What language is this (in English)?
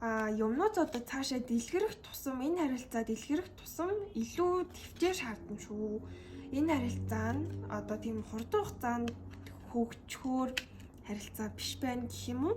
Mongolian